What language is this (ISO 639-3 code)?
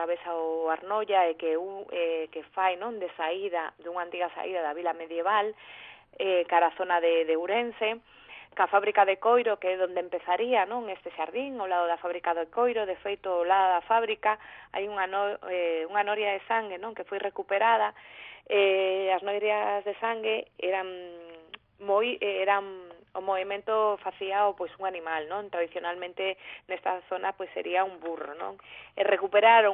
glg